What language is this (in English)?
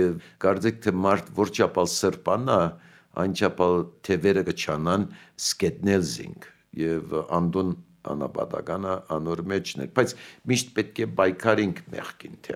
Armenian